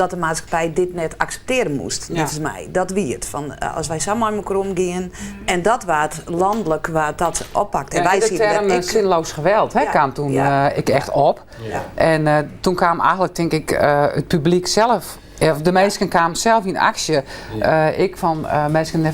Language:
Western Frisian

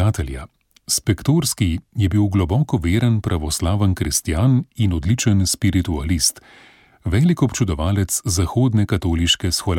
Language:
Slovenian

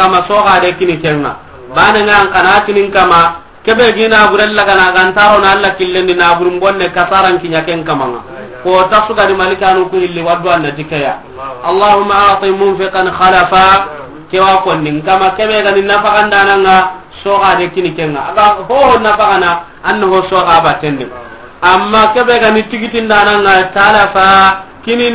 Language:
Soninke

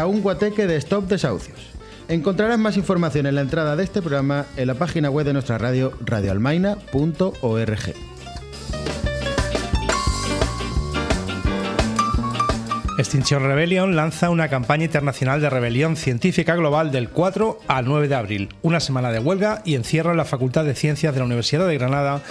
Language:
Spanish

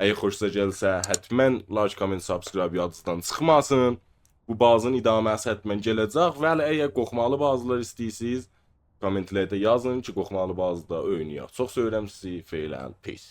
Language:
South Azerbaijani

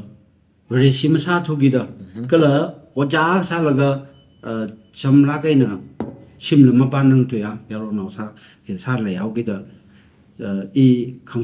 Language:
Tangkhul Naga (India)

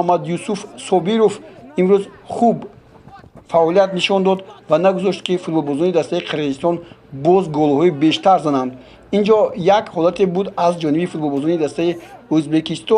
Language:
Tajik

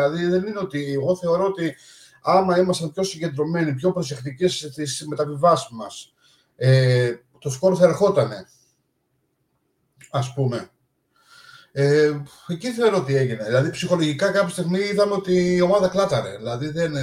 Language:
Greek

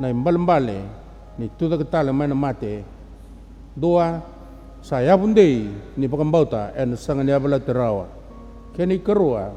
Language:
Fijian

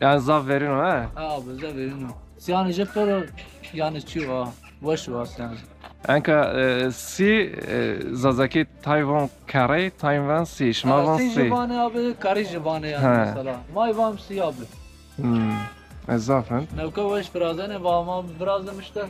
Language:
Zaza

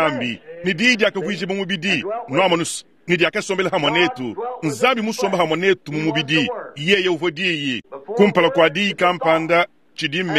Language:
Luba-Lulua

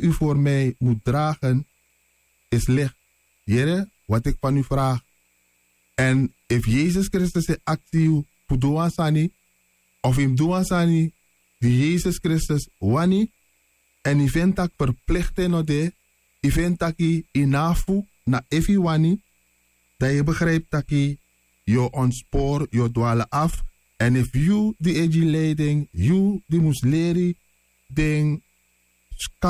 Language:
Sranan Tongo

